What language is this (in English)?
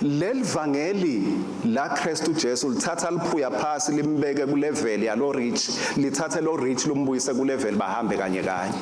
Swati